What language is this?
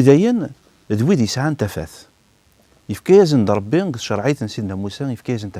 Kabyle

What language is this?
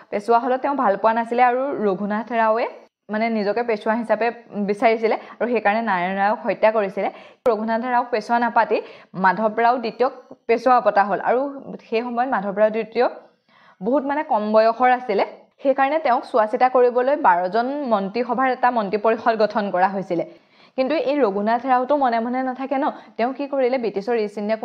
Assamese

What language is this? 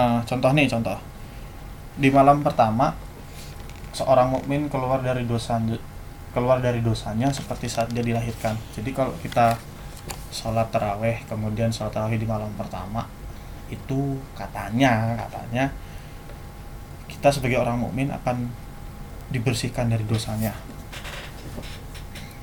Indonesian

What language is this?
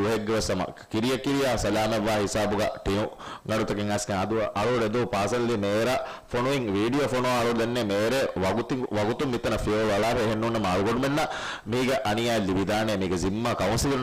Divehi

